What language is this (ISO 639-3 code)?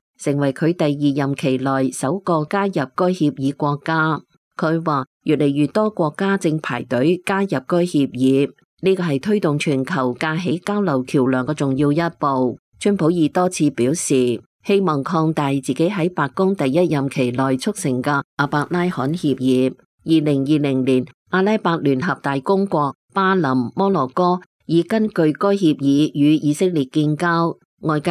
yue